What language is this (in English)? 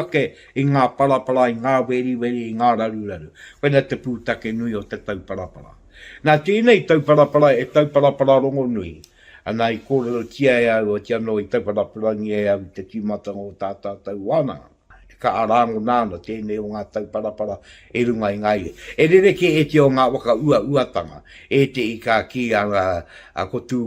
Māori